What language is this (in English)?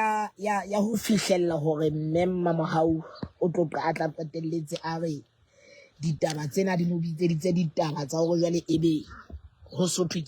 Southern Sotho